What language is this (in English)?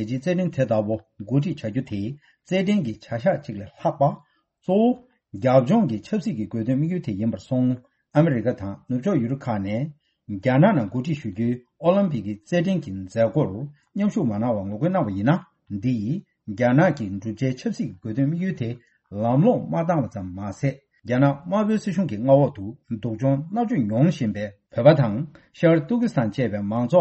Tibetan